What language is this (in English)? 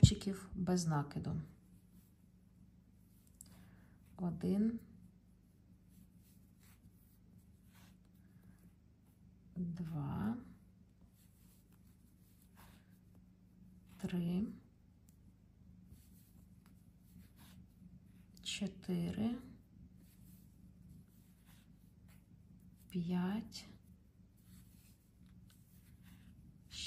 Ukrainian